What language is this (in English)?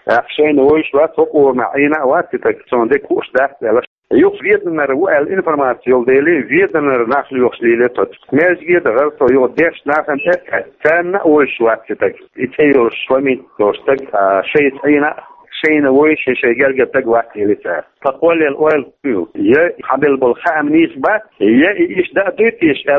Chechen